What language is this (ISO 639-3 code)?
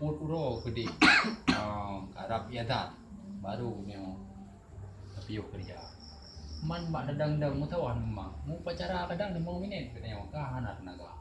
ace